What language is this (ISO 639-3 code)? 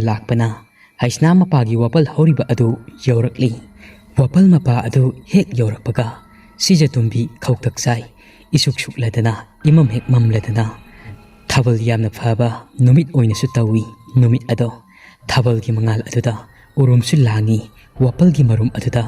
mni